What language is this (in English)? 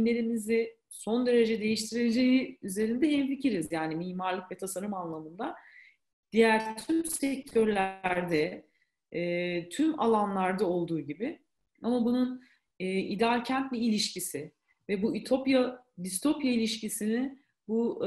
Turkish